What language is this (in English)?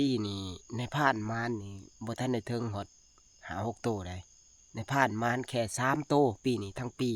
Northeastern Thai